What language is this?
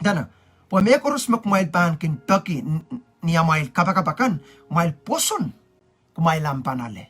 Pohnpeian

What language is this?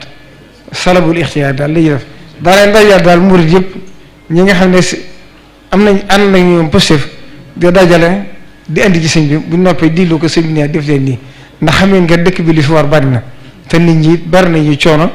Wolof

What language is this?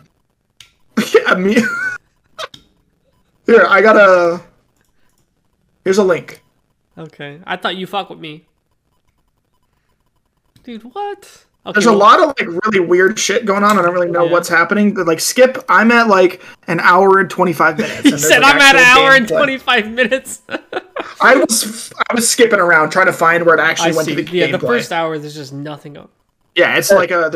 English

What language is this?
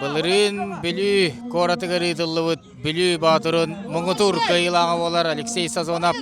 Yakut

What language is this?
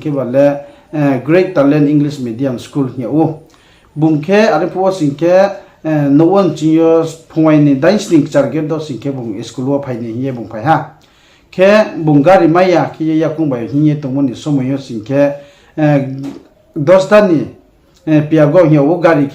Riang (India)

